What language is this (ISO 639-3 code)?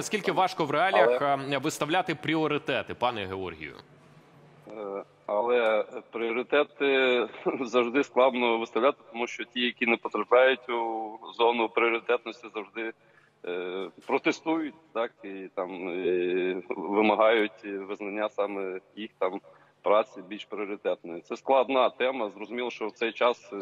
ukr